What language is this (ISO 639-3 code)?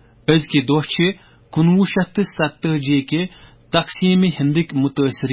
kas